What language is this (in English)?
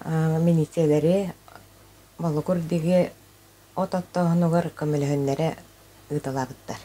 Yakut